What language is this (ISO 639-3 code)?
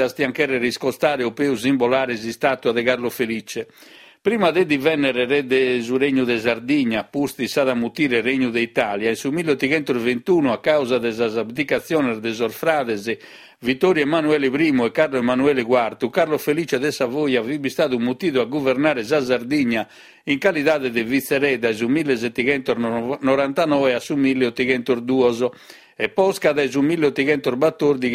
srd